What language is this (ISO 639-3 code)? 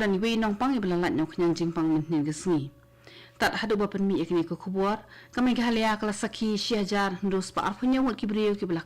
kha